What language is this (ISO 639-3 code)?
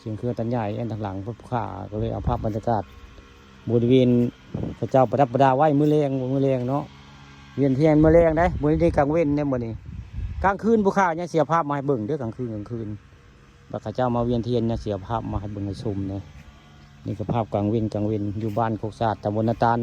tts